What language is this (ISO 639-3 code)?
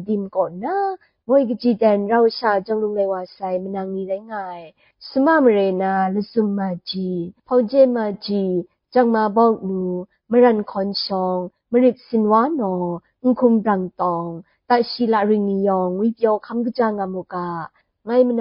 kac